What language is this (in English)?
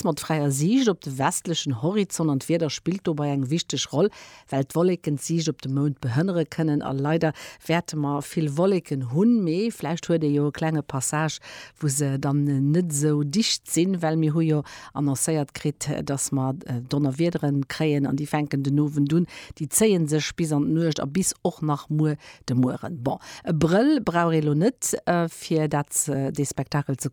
Luxembourgish